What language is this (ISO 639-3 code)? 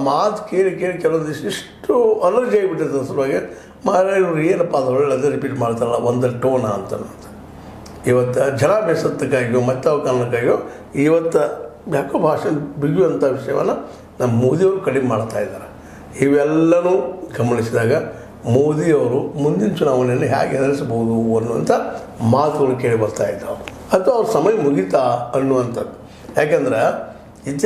kan